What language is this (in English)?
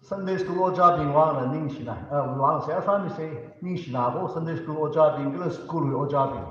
Tangkhul Naga (India)